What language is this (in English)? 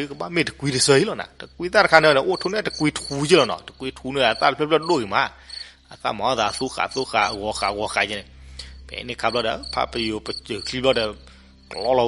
S'gaw Karen